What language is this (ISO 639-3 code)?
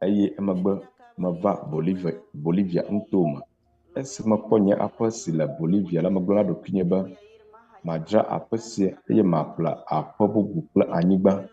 ewe